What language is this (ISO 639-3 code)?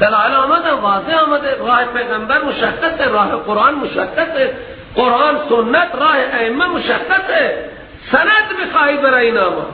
fas